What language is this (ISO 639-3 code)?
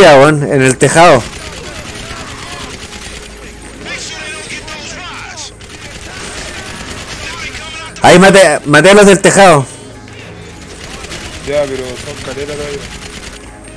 spa